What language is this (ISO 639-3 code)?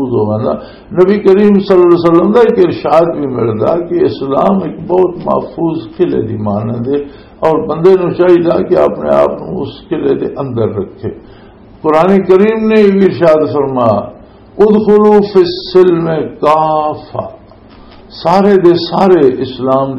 lah